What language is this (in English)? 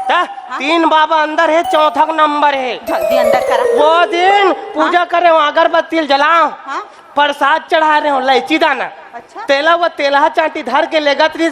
Chhattisgarhi